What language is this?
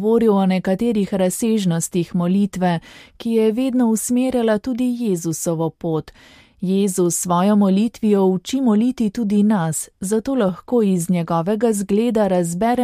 Slovenian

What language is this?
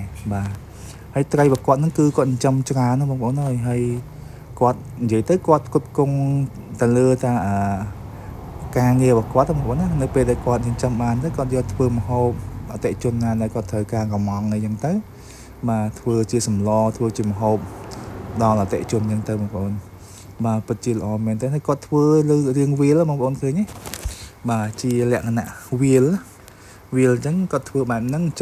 Khmer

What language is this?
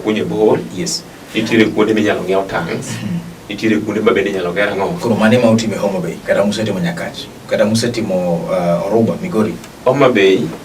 Luo (Kenya and Tanzania)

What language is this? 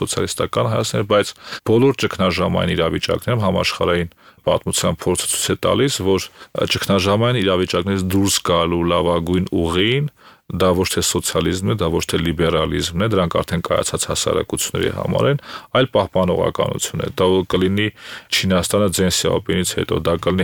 Armenian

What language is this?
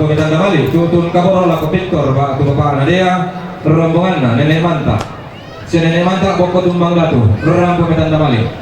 Toraja-Sa'dan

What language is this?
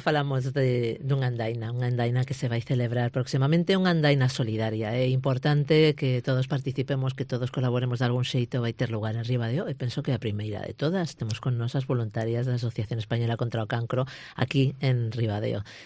Galician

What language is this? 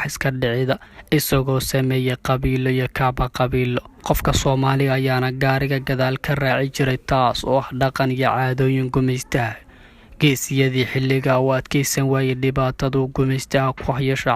Somali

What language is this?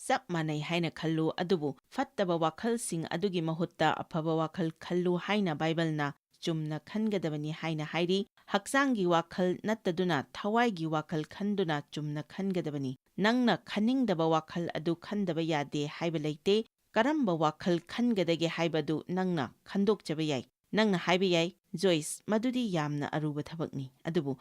Manipuri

